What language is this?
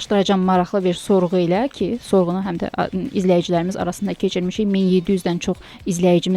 Azerbaijani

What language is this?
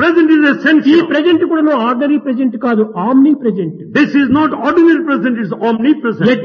Telugu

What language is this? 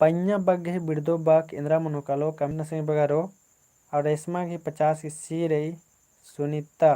Kurukh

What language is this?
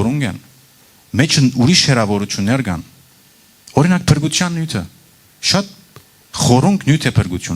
Western Armenian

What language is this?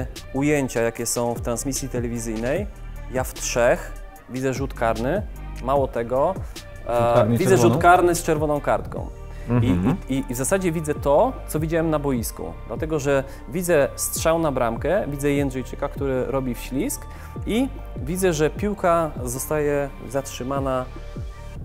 Polish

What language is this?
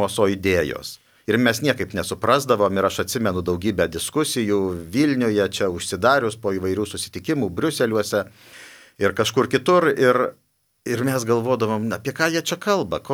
Lithuanian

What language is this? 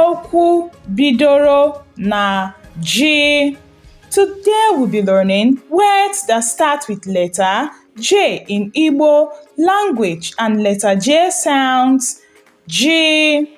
Igbo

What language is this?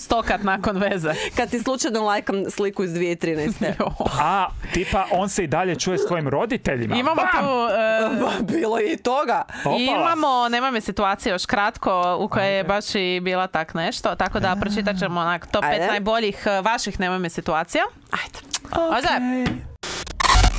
Croatian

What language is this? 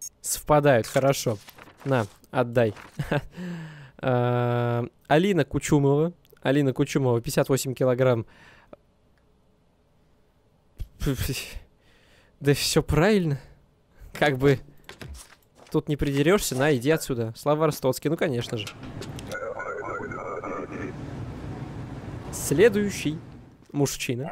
Russian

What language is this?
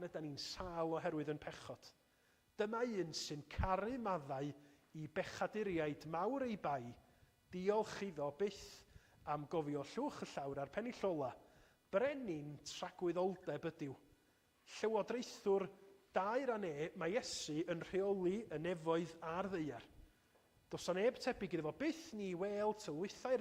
Welsh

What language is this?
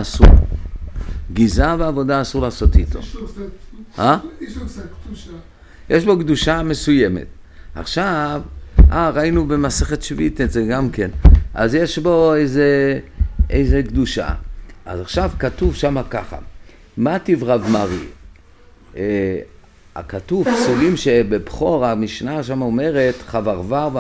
Hebrew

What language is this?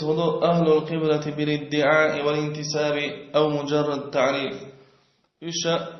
Chechen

